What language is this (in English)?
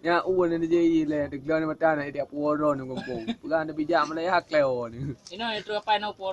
Achinese